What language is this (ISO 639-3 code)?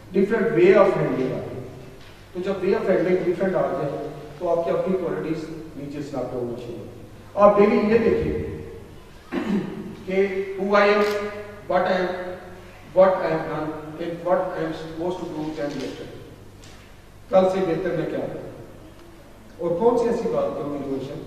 urd